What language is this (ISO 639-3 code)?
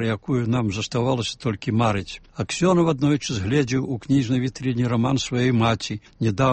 bel